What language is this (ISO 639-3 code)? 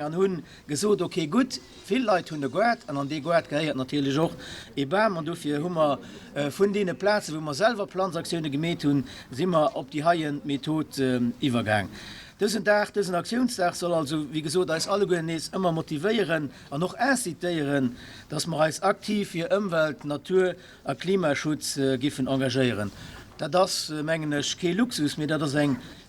ltz